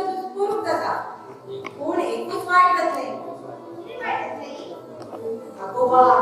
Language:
Konkani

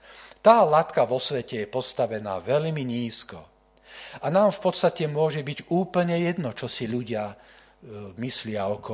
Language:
Slovak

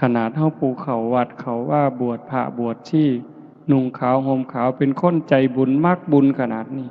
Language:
Northeastern Thai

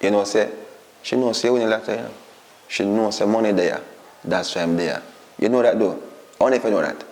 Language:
Jamaican Creole English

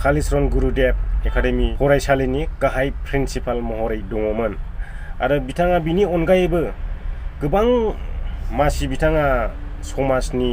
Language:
Bodo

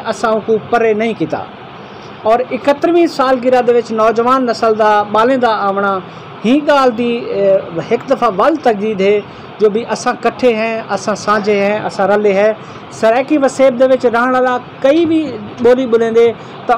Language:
Saraiki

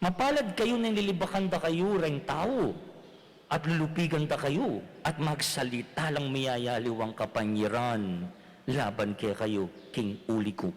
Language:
Pampanga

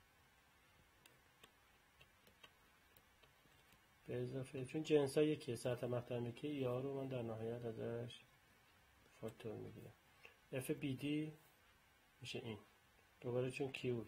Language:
Persian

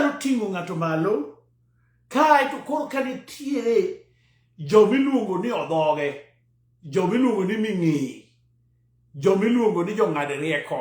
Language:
Luo (Kenya and Tanzania)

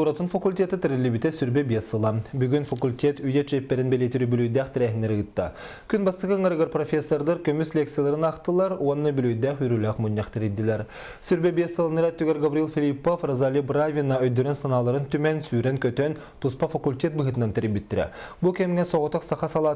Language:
Yakut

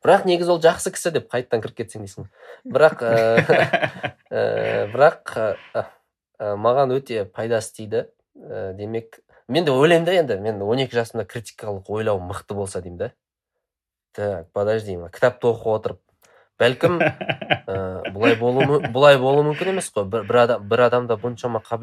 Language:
Kazakh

